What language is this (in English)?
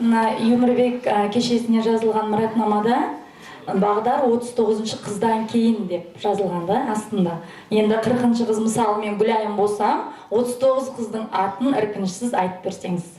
Kara-Kalpak